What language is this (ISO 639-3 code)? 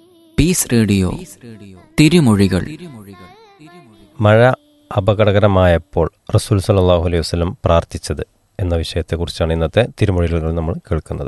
mal